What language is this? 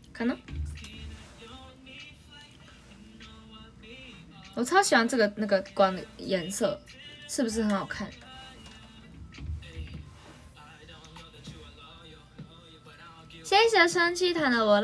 Chinese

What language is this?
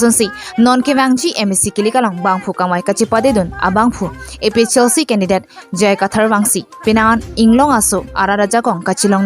Karbi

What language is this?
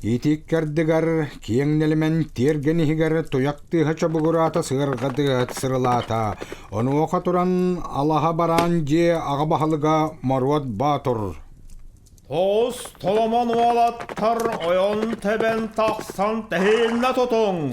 Yakut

